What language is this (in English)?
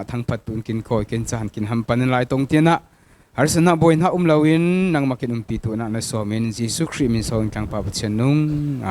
Falam Chin